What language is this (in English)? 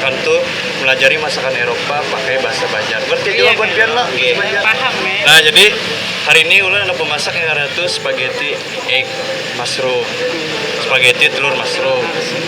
Banjar